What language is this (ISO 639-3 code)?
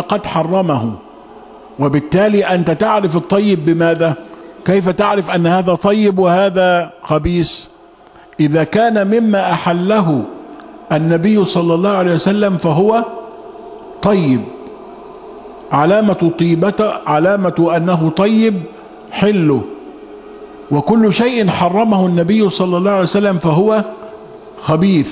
ara